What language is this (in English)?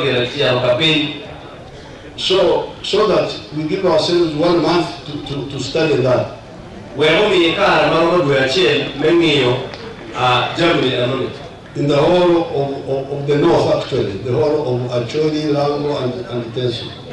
Acoli